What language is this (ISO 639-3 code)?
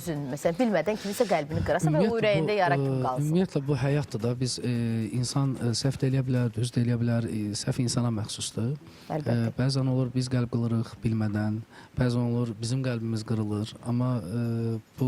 aze